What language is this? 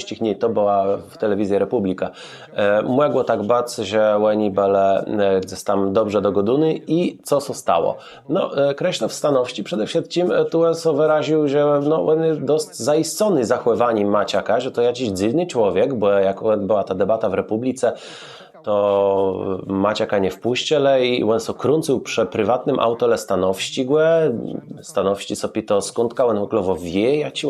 Kashubian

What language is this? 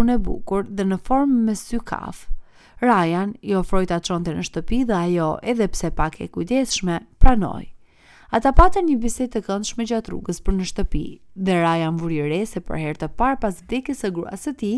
Albanian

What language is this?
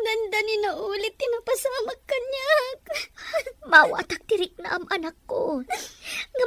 Iloko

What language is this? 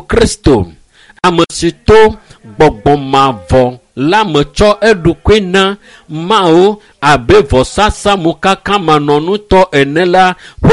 Ewe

